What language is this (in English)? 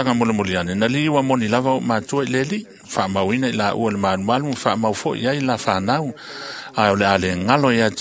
Samoan